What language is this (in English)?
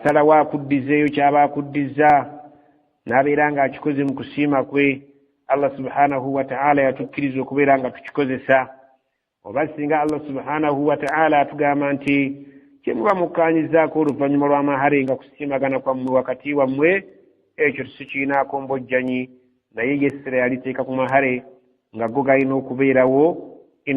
Ganda